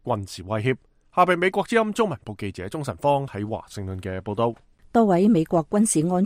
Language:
Cantonese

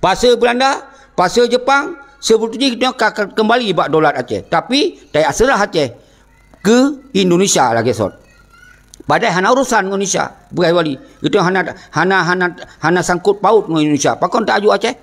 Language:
Achinese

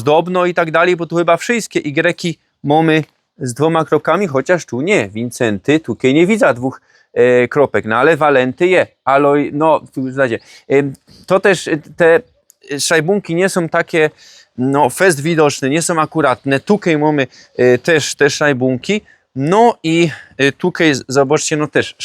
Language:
Silesian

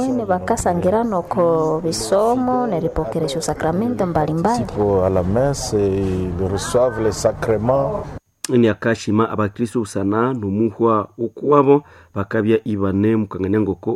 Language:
Nande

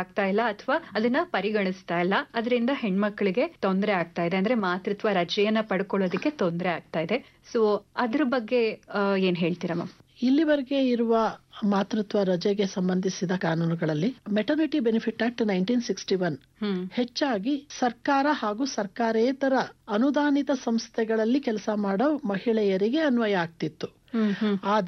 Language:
Kannada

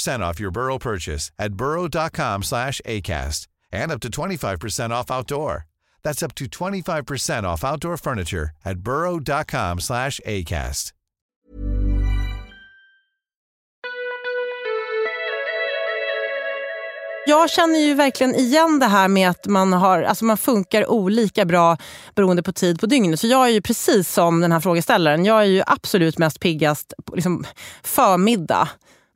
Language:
Swedish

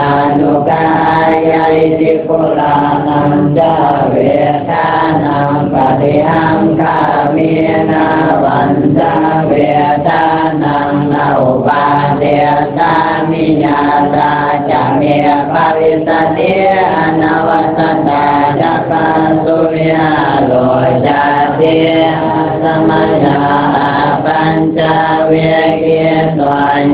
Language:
Pali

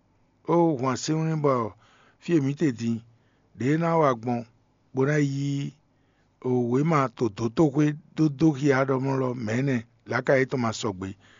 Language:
Fon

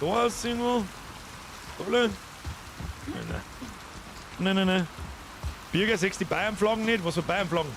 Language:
Bavarian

